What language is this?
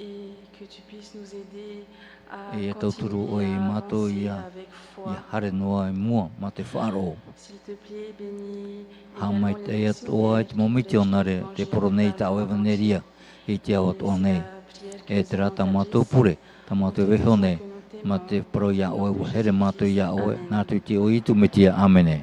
Tahitian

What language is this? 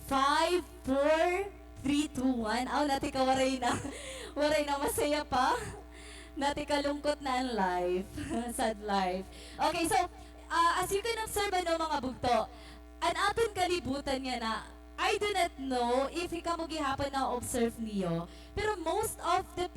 Waray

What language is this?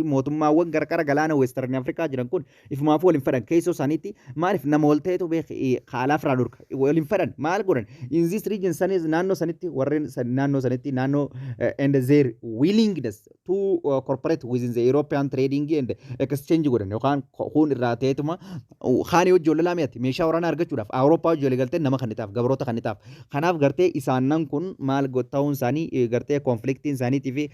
Oromo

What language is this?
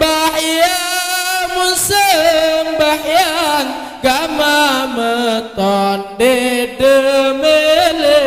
Sasak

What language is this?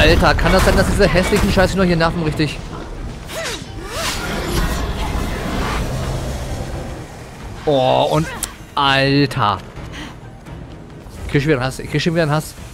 German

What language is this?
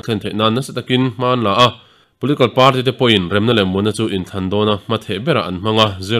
Mizo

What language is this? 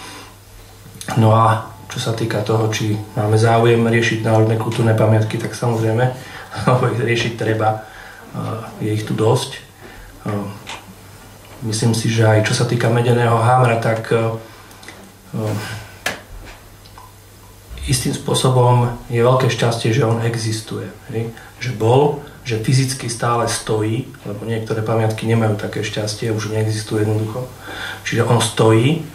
Slovak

